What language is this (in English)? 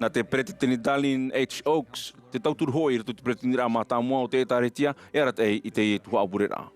Tahitian